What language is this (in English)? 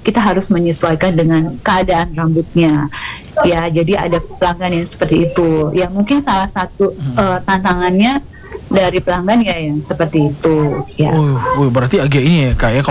Indonesian